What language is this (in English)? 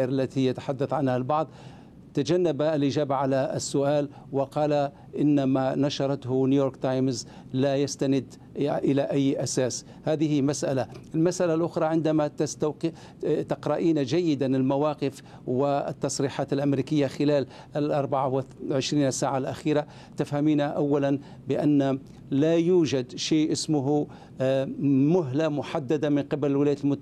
Arabic